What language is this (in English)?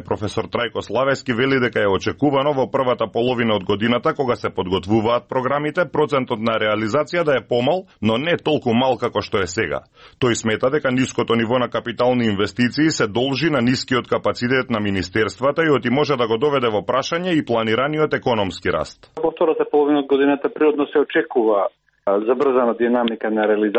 Macedonian